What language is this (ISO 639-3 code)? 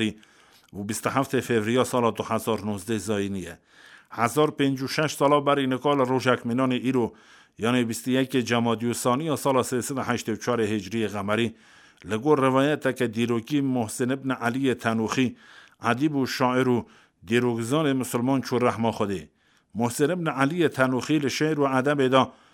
kur